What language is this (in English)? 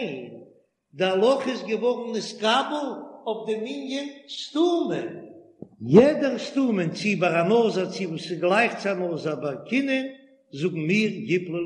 Yiddish